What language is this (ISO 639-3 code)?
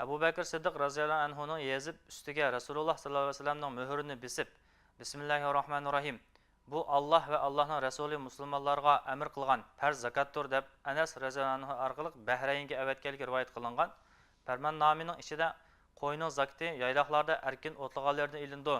uig